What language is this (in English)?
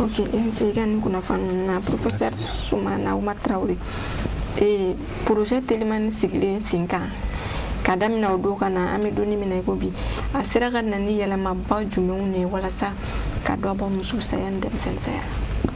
Bambara